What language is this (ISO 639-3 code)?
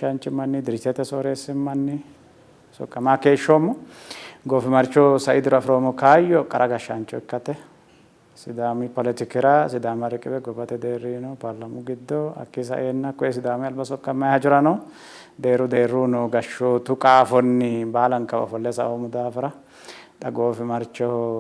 sid